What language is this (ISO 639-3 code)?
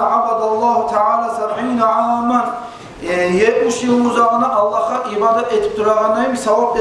kum